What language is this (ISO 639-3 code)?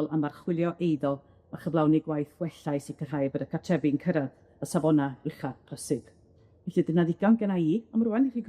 cym